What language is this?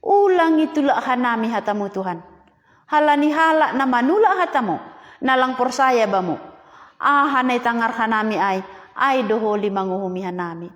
Batak Simalungun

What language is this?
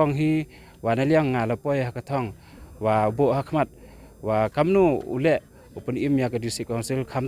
Khasi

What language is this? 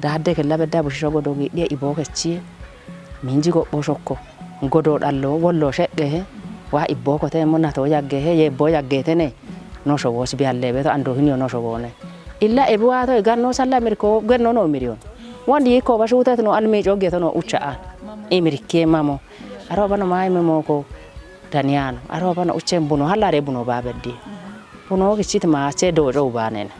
Kafa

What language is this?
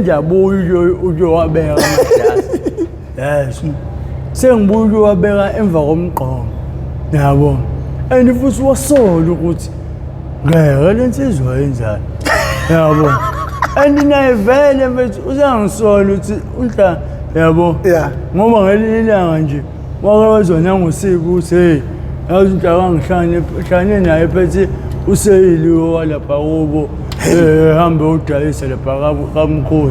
Zulu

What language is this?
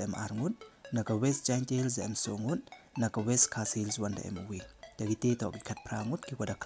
Pnar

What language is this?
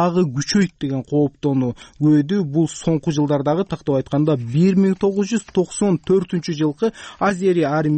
Kyrgyz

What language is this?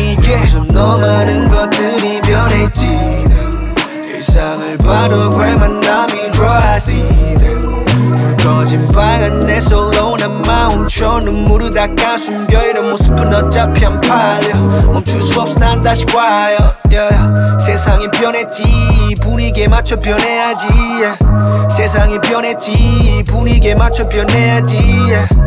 Korean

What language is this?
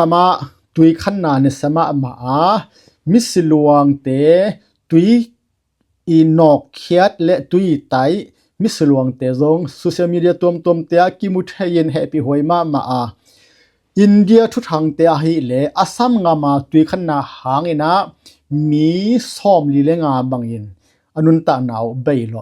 Tedim Chin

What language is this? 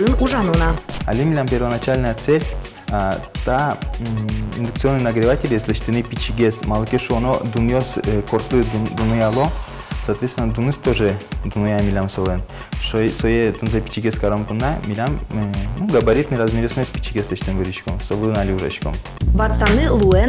Udmurt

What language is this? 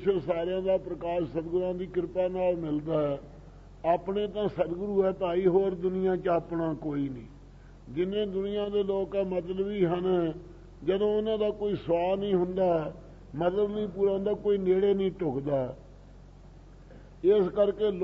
Punjabi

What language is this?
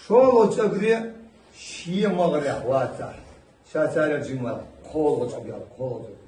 Chechen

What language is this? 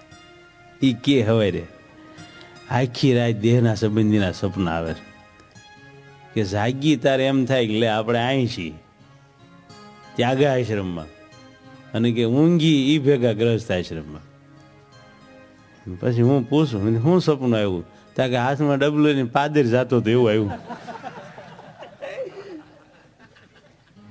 Gujarati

